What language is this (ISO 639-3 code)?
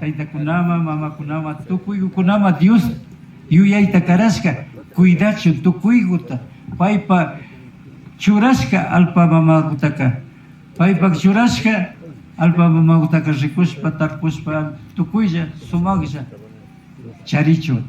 qvi